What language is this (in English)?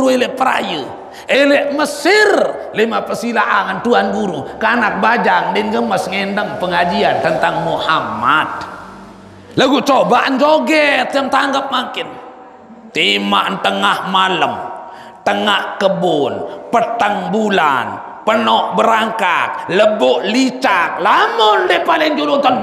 Sasak